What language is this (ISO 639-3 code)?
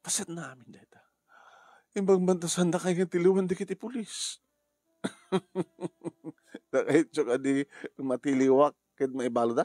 ilo